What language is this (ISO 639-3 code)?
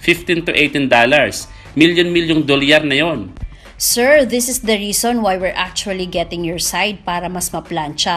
fil